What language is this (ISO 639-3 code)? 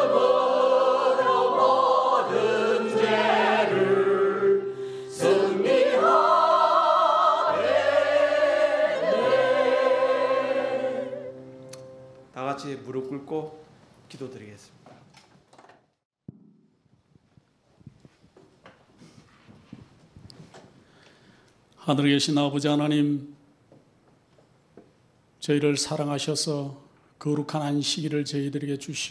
kor